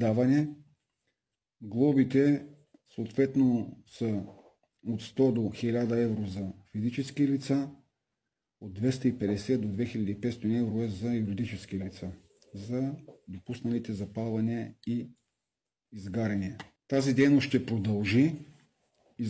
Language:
Bulgarian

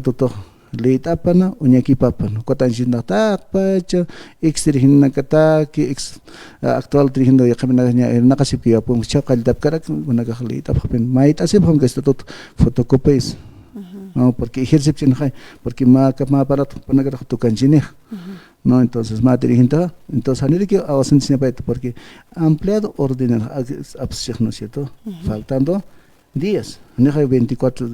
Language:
Aymara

